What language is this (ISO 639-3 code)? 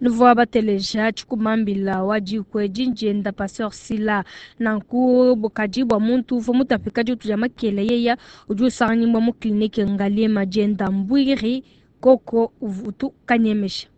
lua